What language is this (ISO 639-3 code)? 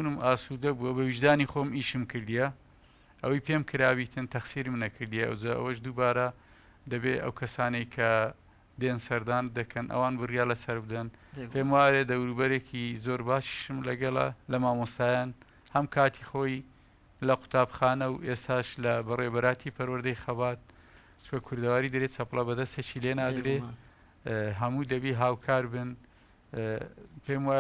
ckb